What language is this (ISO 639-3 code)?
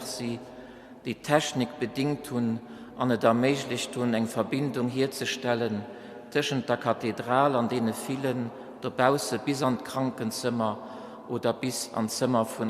ltz